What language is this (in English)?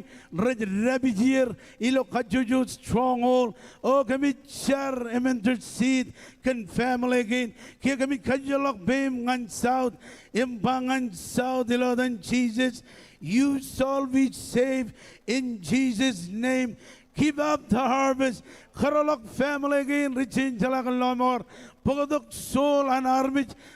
Marshallese